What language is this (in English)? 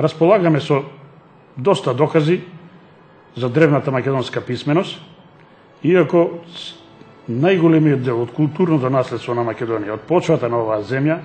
Macedonian